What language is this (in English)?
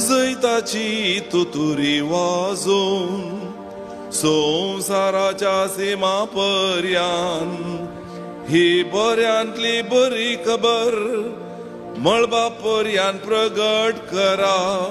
Konkani